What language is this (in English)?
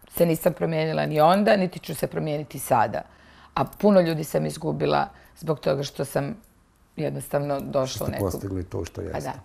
Serbian